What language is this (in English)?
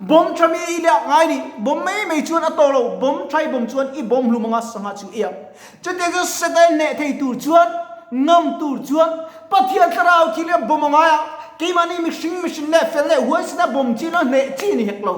Mizo